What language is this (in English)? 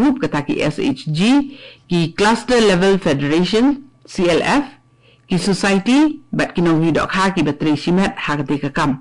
Khasi